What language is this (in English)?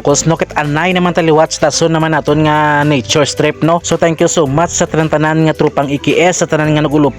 Hiligaynon